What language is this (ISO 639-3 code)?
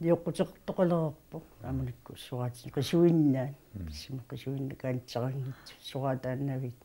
kal